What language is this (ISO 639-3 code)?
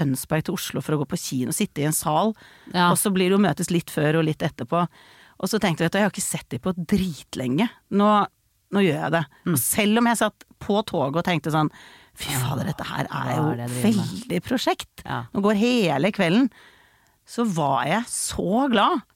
nor